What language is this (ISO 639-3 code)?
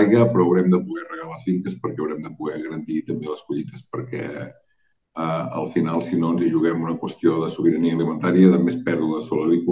cat